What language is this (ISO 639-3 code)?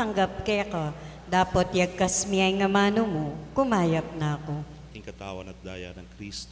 pam